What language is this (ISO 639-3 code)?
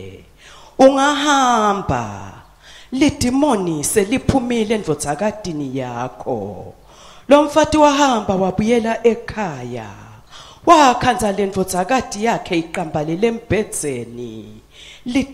ssw